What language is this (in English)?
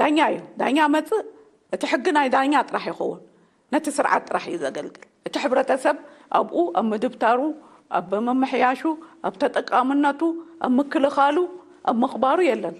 Tigrinya